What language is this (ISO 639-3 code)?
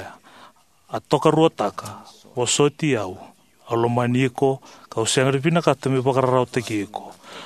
fij